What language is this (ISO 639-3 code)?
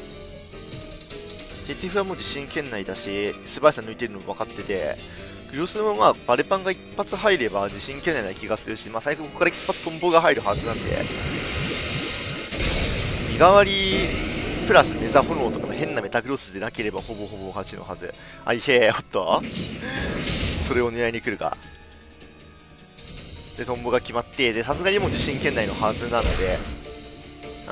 jpn